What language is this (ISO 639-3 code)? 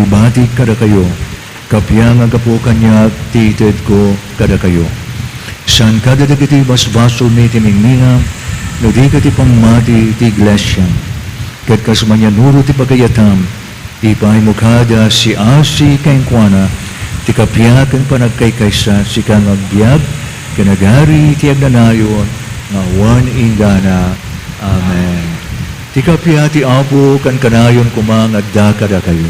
ilo